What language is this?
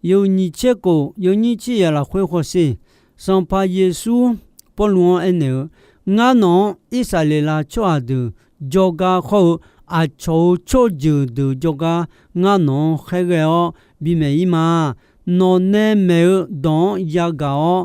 Akha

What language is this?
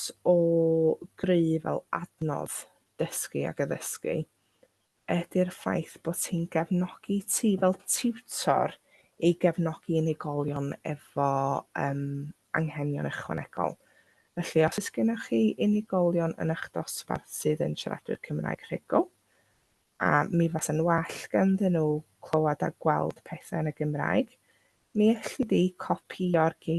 Welsh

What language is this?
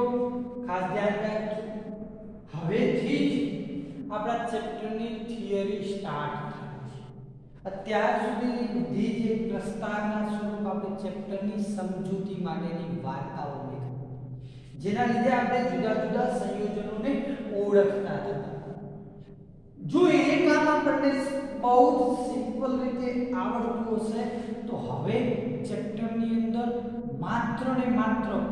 Gujarati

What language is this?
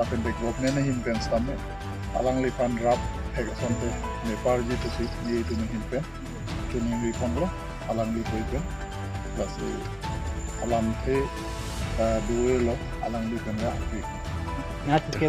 Karbi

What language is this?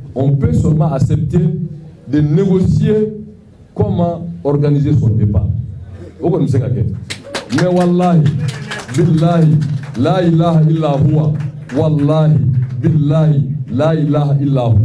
Bambara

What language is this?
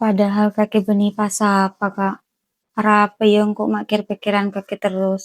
Madurese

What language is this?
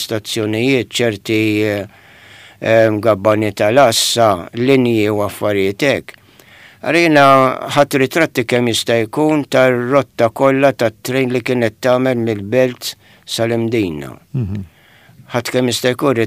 Maltese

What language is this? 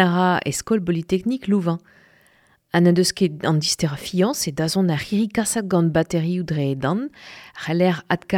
Breton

